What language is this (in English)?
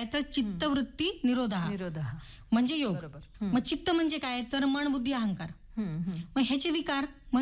Marathi